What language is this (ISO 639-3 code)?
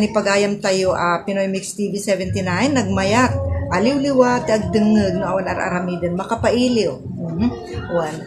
ilo